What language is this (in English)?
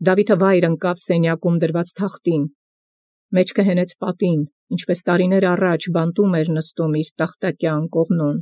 Armenian